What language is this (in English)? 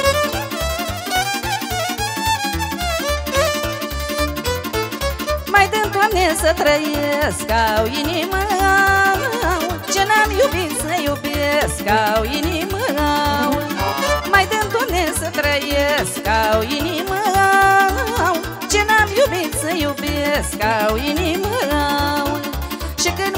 Romanian